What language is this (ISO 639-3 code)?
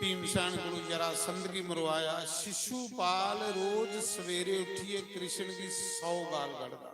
doi